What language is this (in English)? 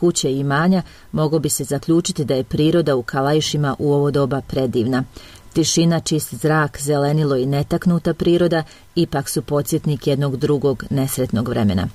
Bosnian